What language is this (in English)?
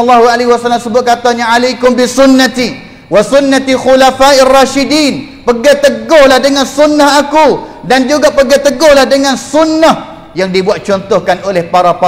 Malay